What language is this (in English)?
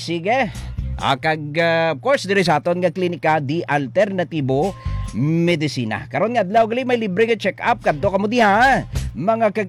Hiligaynon